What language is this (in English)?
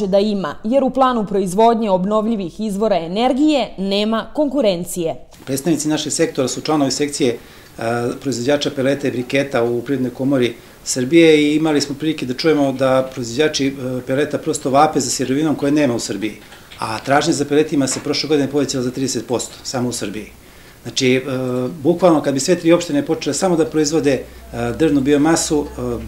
Serbian